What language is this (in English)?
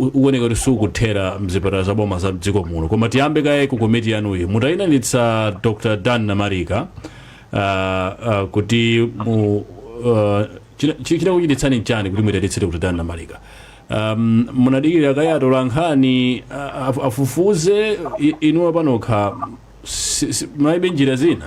Nyanja